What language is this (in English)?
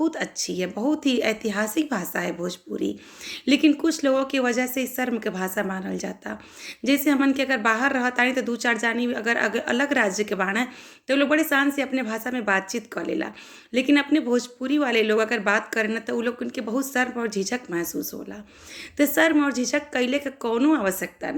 Bhojpuri